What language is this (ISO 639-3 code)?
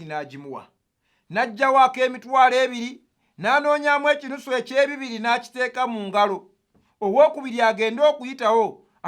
lug